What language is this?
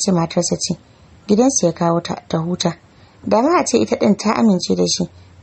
Hausa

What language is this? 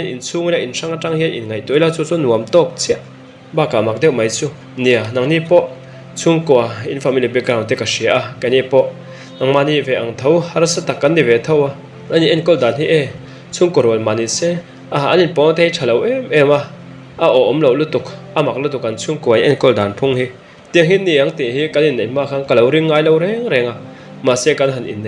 Mizo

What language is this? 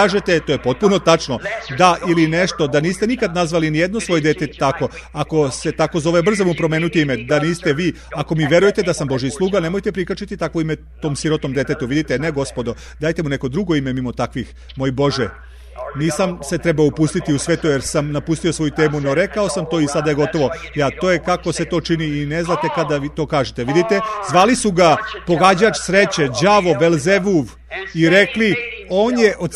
Serbian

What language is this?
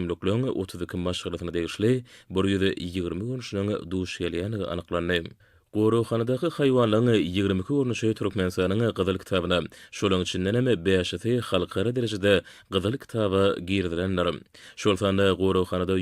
Turkmen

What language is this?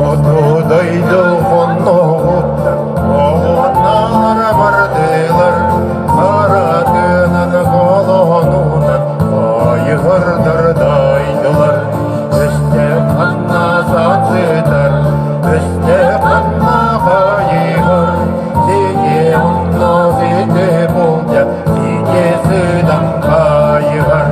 Yakut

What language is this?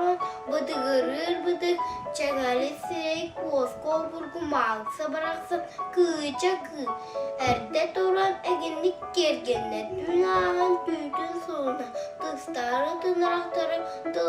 Yakut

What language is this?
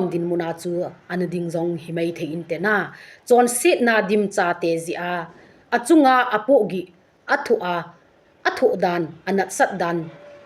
Thado Chin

